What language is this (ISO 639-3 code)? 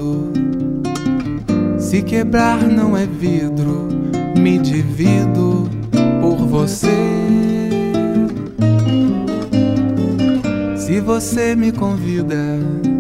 por